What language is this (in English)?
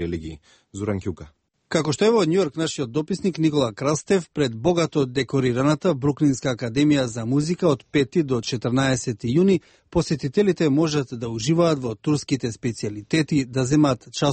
Macedonian